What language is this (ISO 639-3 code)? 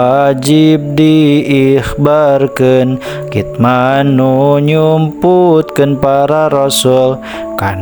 sun